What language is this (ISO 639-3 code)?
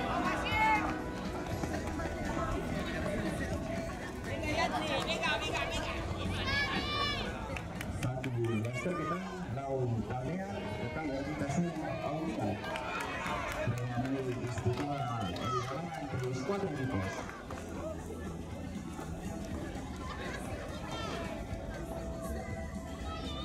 eus